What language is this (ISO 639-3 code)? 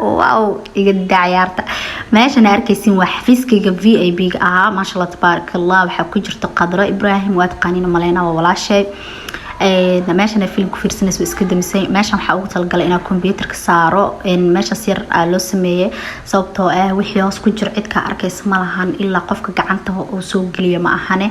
som